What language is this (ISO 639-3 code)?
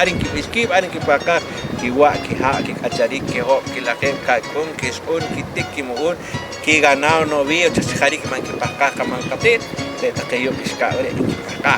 poh